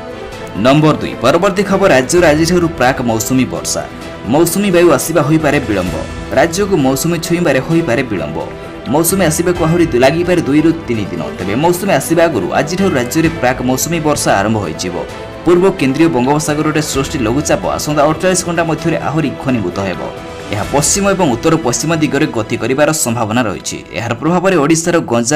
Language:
Odia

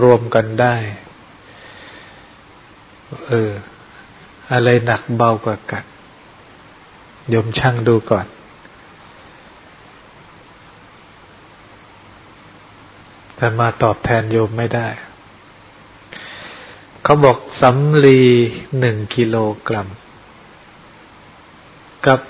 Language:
Thai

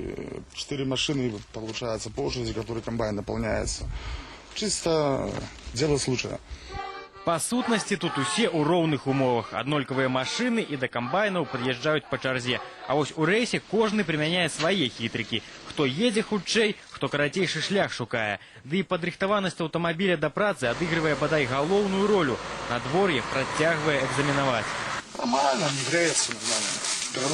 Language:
Belarusian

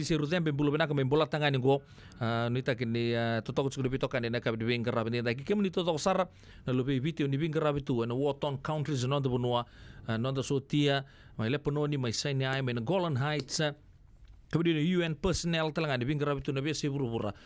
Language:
Fijian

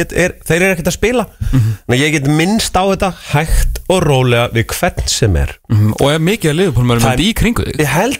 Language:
Icelandic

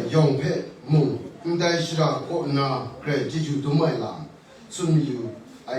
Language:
Kachin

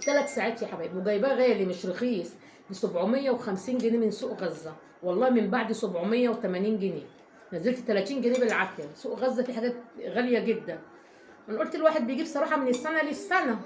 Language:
Egyptian Arabic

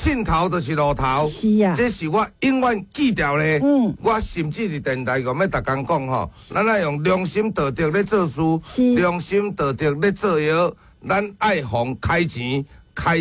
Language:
Min Nan Chinese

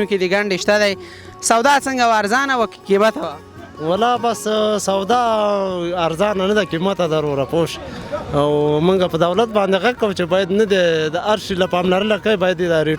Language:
Pashto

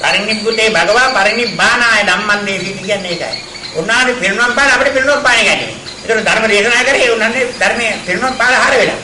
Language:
Sinhala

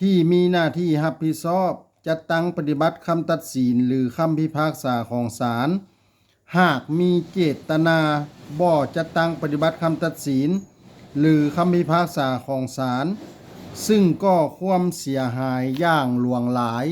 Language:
Lao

